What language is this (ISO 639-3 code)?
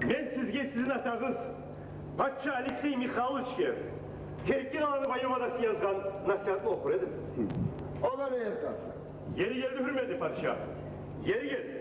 kum